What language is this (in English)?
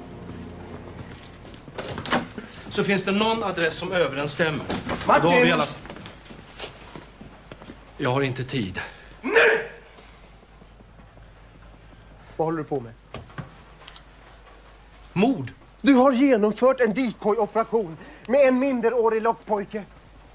Swedish